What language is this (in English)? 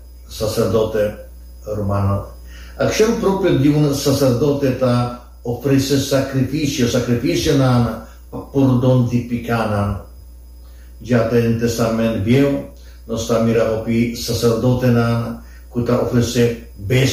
Papiamento